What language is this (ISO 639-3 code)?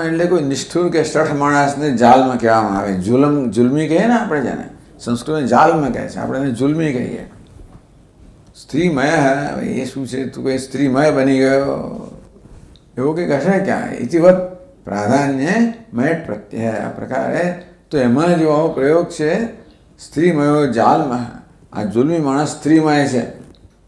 guj